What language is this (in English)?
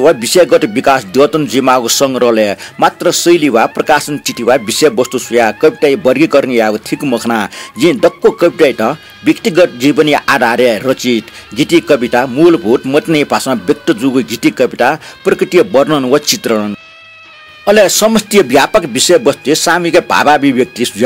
Newari